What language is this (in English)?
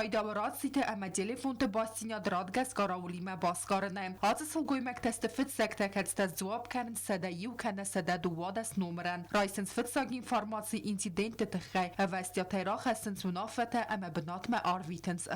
Ossetic